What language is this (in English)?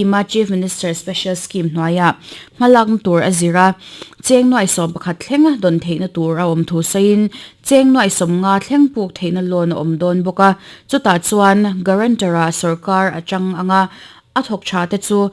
Mizo